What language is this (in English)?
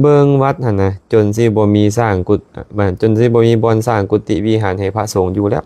Lao